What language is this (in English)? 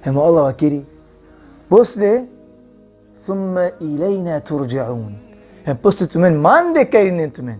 Balkan Romani